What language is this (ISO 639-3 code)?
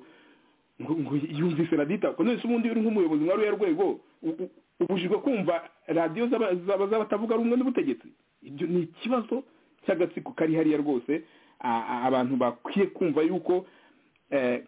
kin